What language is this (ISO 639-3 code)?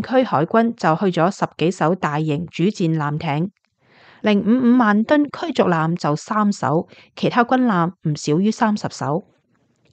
yue